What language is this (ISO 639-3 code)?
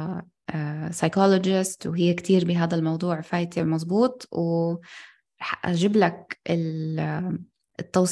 apc